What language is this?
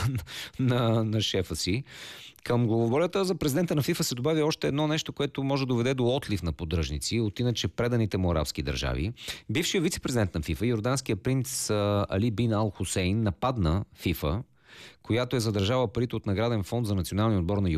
Bulgarian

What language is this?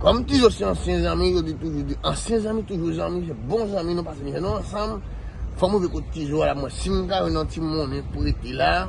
Haitian Creole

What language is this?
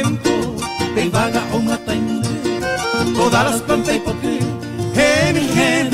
Guarani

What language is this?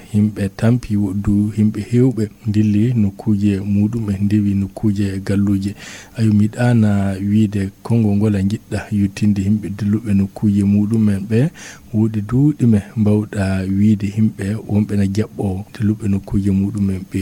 Fula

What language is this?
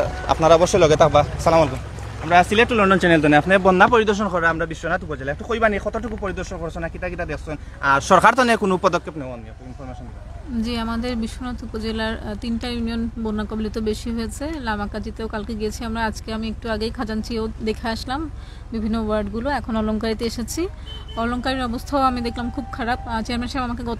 Sylheti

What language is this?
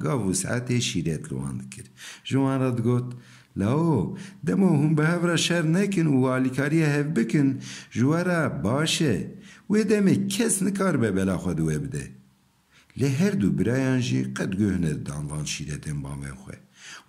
Kurdish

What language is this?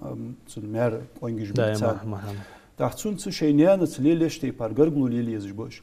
Ingush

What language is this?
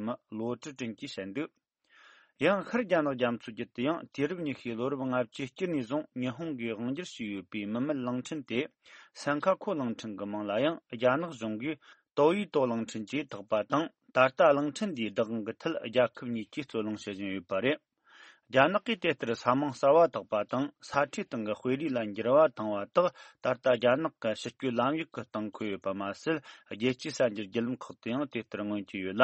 Tibetan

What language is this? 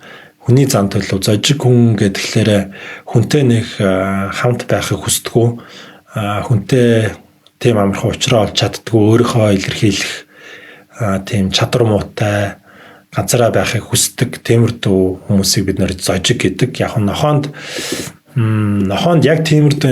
Mongolian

